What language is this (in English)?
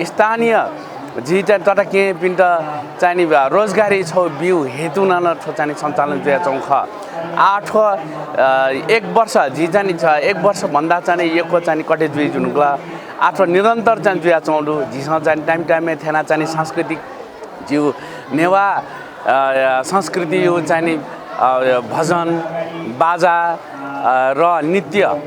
Newari